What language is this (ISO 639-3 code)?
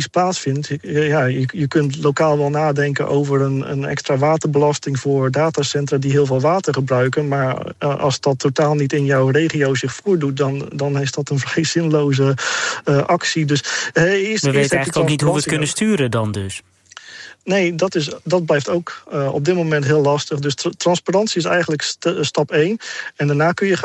nld